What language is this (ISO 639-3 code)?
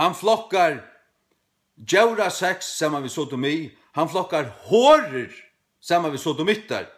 fao